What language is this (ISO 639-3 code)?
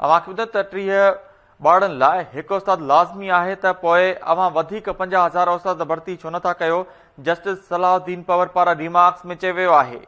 snd